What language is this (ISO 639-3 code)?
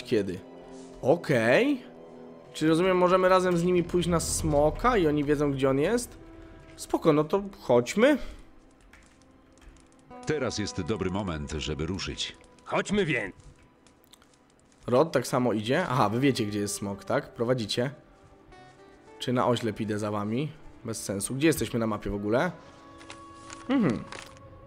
pol